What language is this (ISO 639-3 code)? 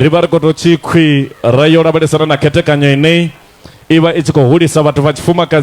ven